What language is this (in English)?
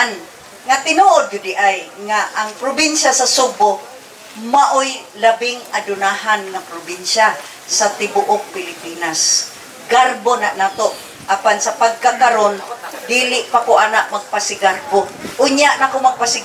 Cebuano